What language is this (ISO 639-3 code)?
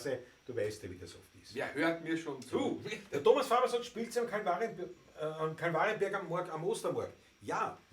bar